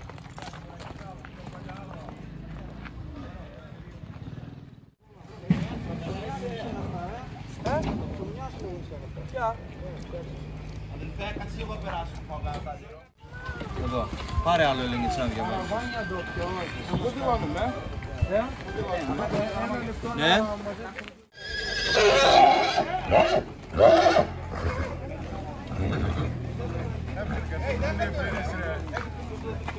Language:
Greek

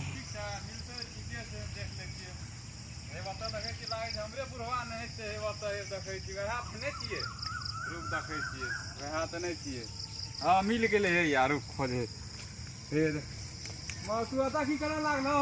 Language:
Maithili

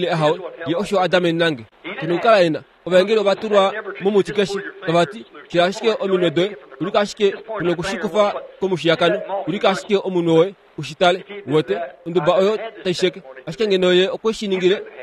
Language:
Kuanyama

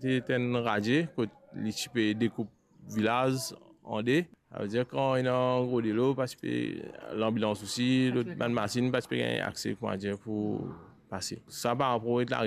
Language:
Morisyen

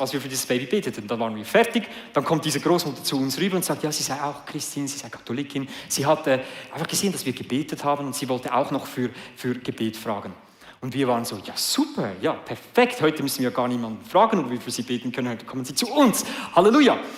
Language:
Swiss German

